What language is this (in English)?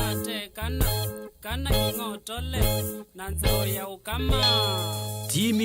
Kamba